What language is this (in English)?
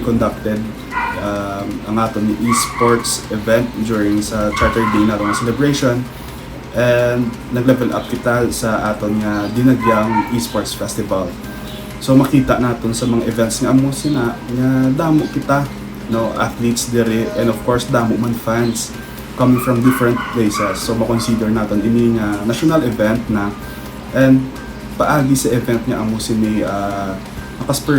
Hiligaynon